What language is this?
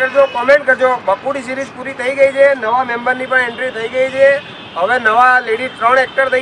Gujarati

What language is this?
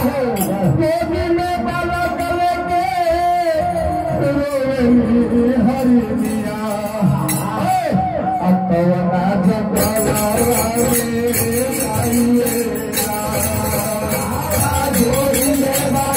Bhojpuri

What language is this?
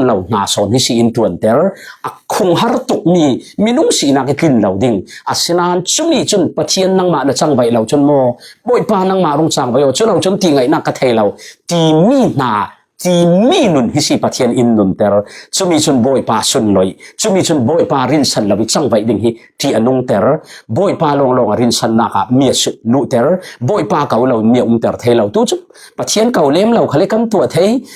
Falam Chin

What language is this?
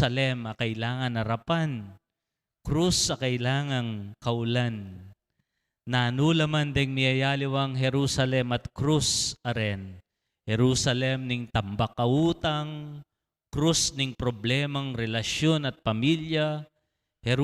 Pampanga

